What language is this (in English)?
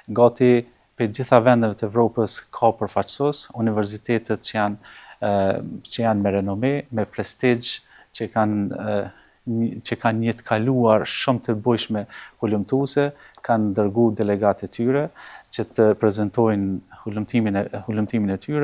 Albanian